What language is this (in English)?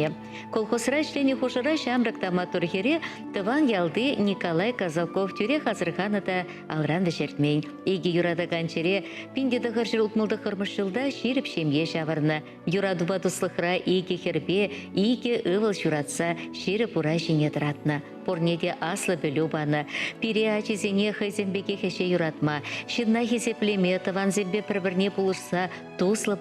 Chuvash